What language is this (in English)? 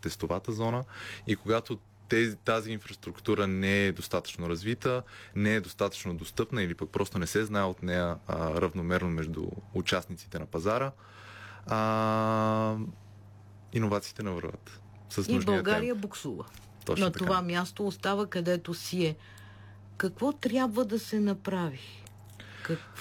Bulgarian